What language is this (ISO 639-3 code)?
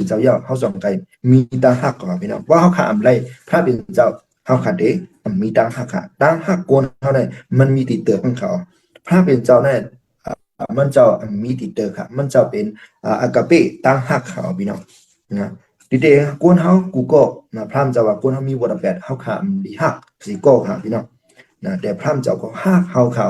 shn